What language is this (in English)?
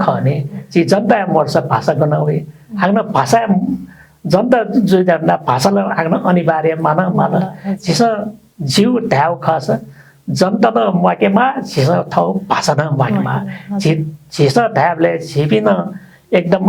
Newari